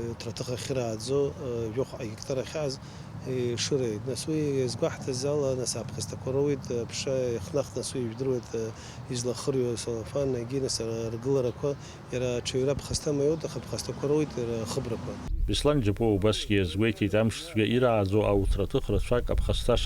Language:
Abkhazian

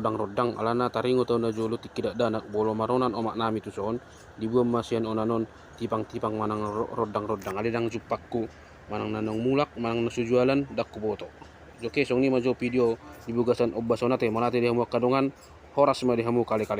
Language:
Batak Toba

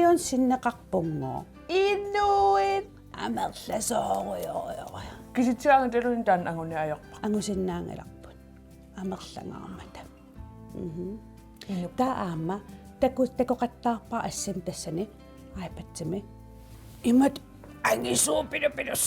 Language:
Kalaallisut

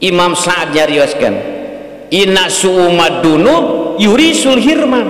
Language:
Sundanese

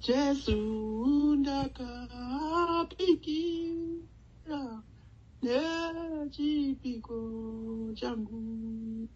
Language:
Shona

